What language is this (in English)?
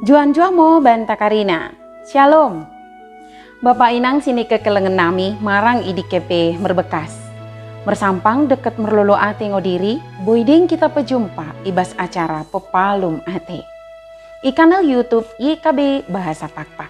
Batak Dairi